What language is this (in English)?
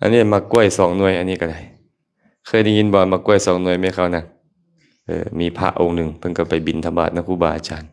Lao